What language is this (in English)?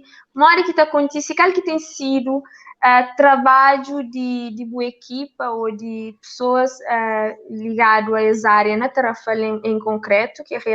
Kabuverdianu